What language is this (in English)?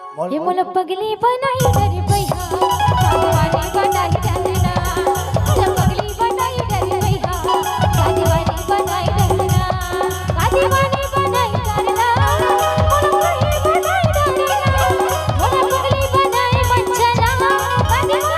Chhattisgarhi